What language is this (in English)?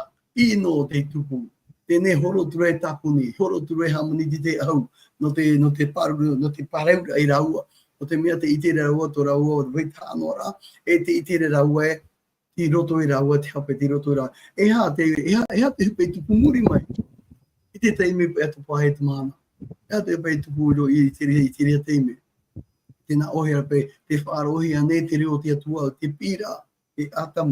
Tahitian